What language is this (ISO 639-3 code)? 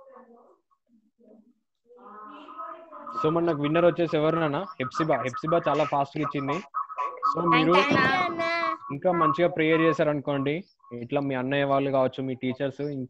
tel